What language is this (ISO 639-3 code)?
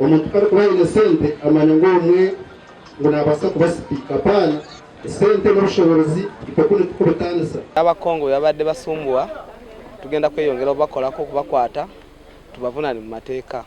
nyn